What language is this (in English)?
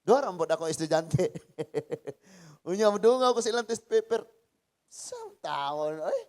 Cebuano